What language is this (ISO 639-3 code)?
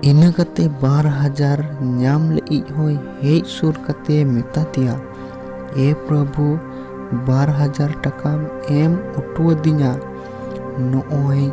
sat